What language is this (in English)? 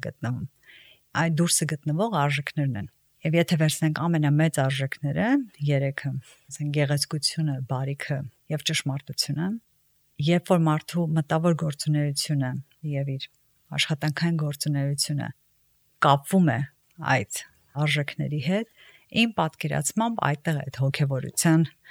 Armenian